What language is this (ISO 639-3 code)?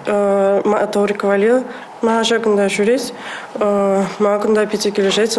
chv